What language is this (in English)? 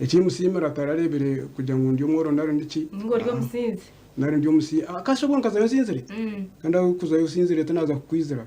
Nyankole